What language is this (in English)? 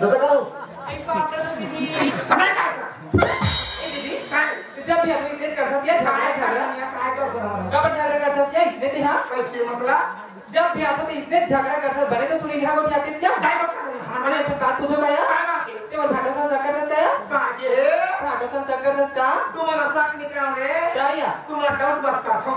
Chhattisgarhi